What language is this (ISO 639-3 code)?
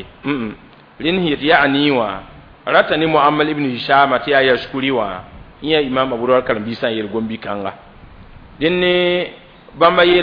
mos